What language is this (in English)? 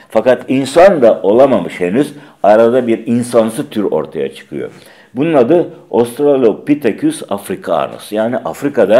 Turkish